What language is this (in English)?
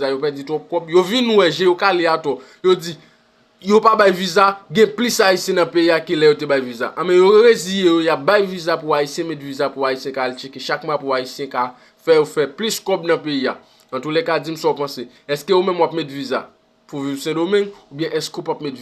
Haitian Creole